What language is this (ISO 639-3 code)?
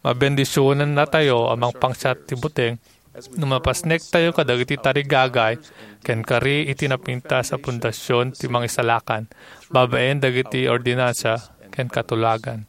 ilo